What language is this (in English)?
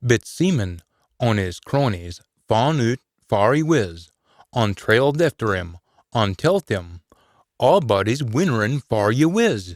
Scots